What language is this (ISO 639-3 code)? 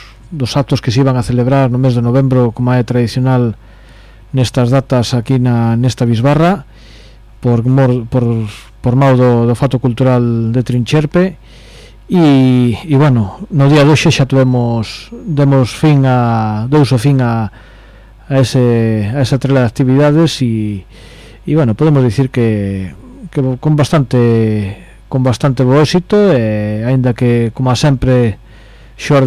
glg